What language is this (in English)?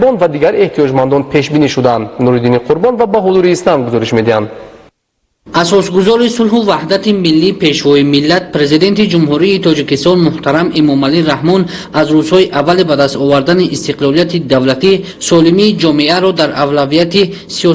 Tajik